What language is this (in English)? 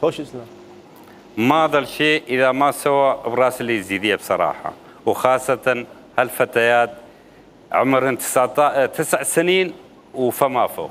Mesopotamian Arabic